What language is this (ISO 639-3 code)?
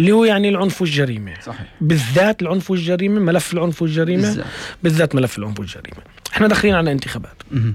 apc